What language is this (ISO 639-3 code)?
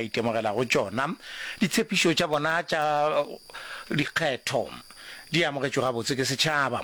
nso